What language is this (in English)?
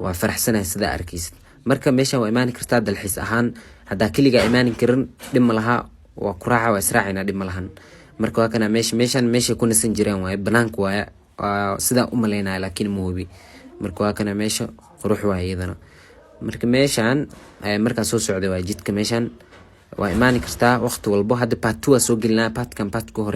Somali